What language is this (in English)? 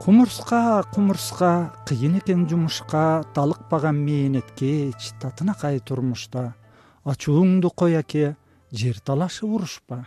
Kyrgyz